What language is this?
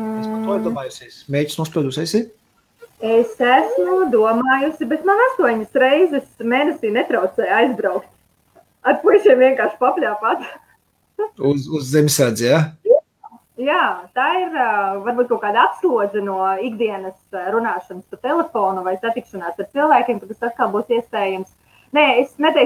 Latvian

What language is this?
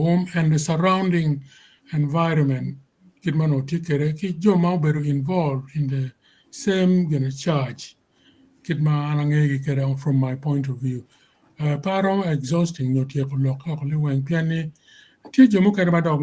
Acoli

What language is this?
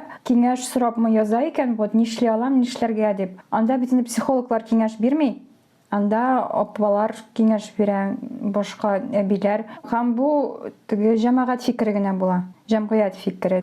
Tatar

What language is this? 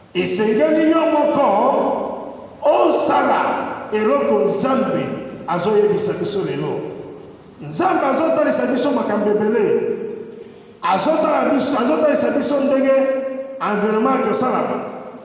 Lingala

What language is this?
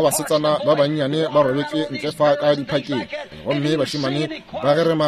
Northern Sotho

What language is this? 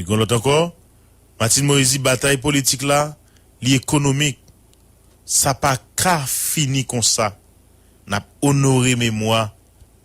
Haitian Creole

